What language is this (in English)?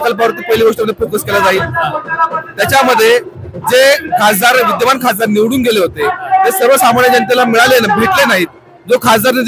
Marathi